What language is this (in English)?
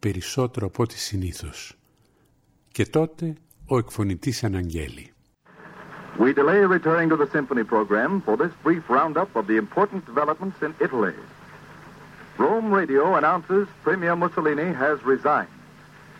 Greek